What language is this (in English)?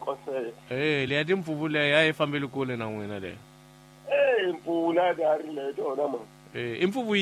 Tsonga